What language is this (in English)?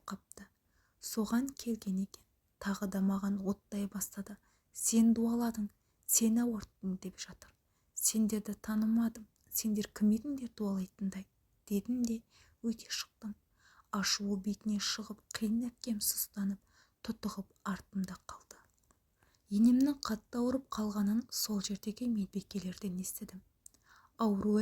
Kazakh